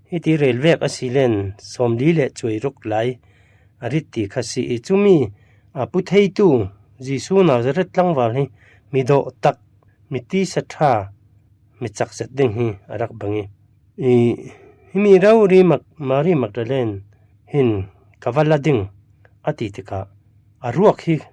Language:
Falam Chin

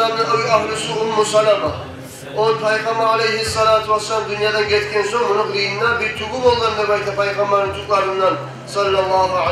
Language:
Kumyk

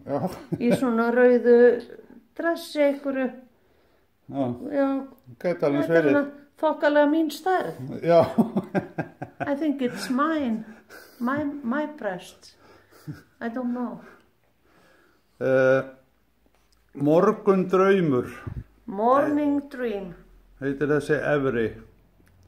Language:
Icelandic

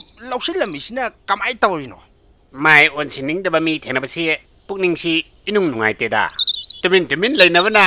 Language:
Manipuri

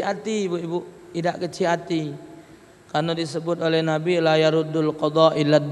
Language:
Musi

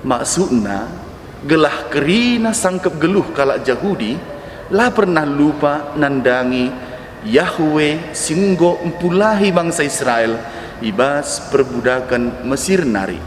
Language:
Batak Karo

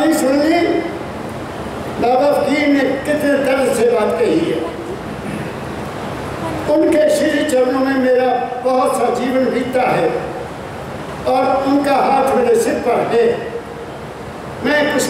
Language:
Hindi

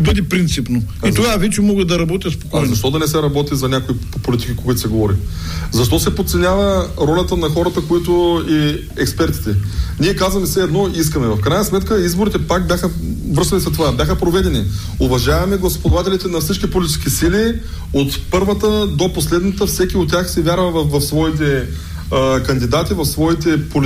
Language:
Bulgarian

